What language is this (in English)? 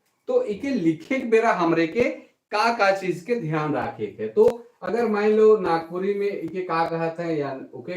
Sadri